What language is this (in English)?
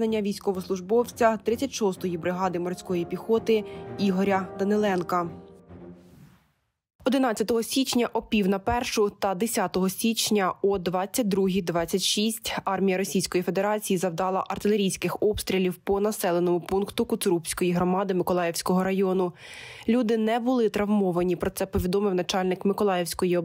Ukrainian